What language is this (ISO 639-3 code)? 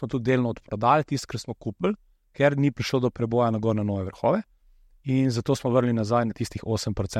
slv